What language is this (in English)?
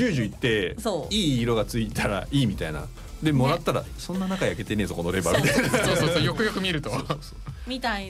Japanese